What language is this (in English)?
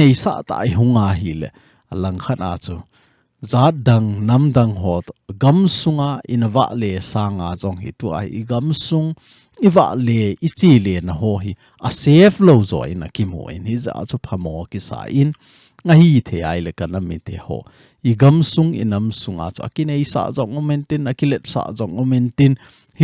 Thado Chin